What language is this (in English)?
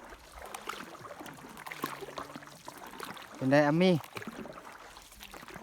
Lao